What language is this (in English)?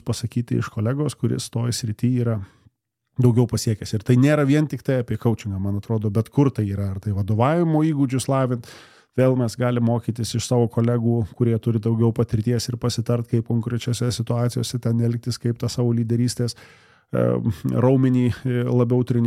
Lithuanian